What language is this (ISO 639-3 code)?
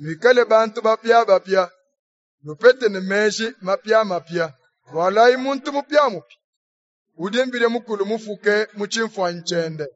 lua